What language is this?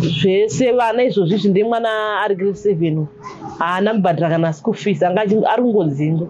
Shona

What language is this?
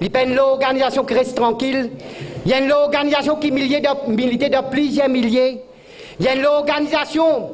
Morisyen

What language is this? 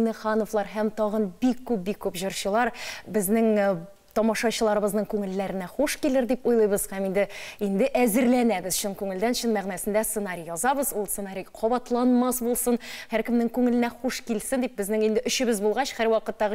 Tatar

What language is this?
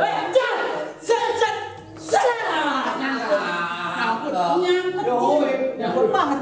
Betawi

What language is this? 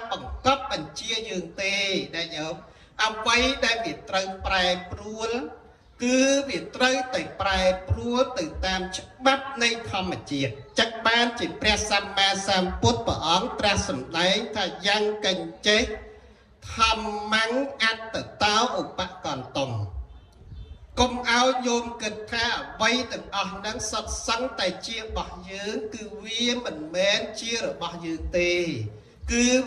Khmer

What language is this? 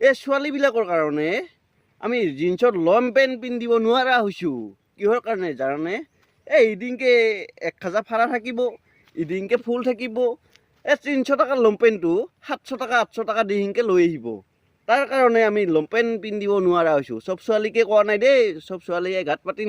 Assamese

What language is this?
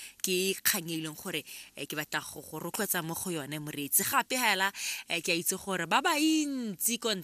Tswana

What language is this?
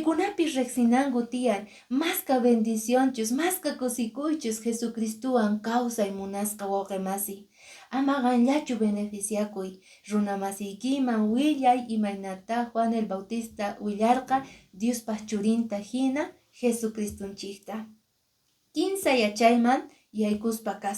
Quechua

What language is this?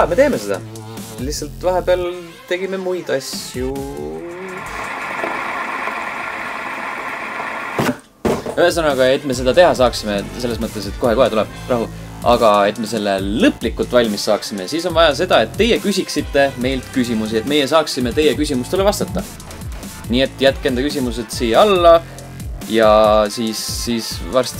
Estonian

